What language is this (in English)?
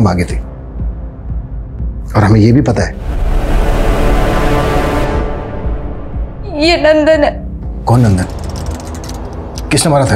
Hindi